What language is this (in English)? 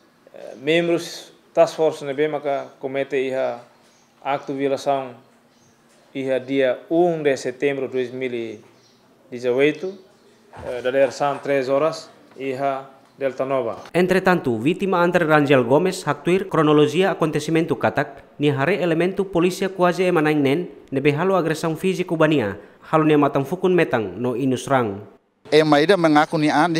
Tetum